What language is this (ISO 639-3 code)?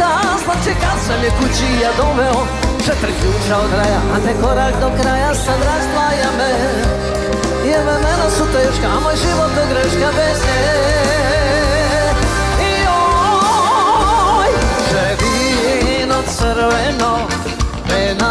srp